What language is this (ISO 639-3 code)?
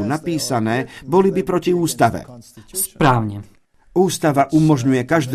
slk